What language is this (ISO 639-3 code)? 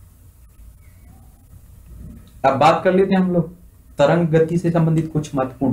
hin